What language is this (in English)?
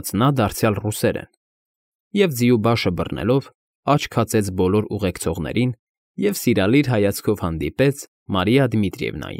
Armenian